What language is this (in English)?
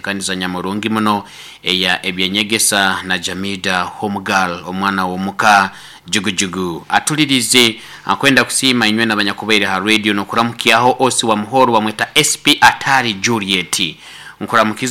Nyoro